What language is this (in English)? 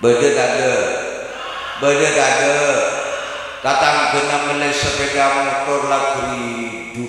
Madurese